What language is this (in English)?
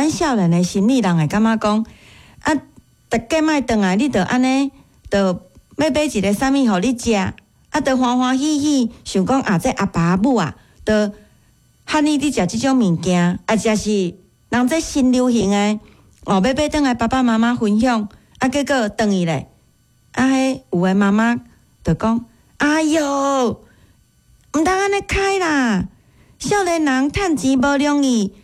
Min Nan Chinese